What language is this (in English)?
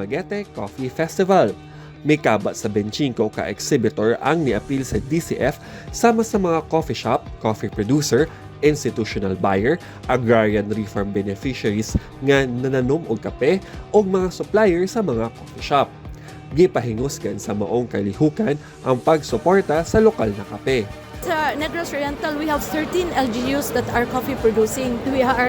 Cebuano